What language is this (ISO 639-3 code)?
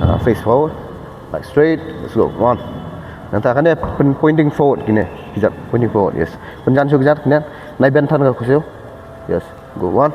kha